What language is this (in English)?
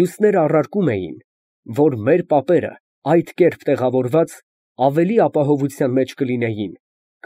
Armenian